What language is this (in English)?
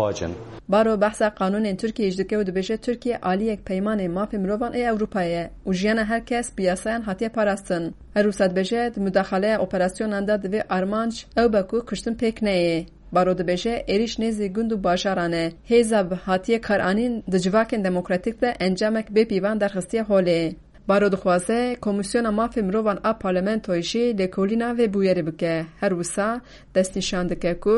Kurdish